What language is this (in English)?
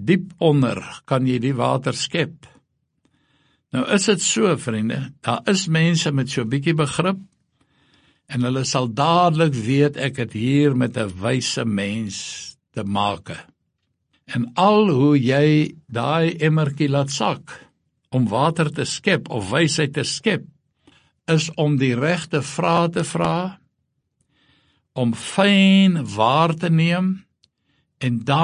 Afrikaans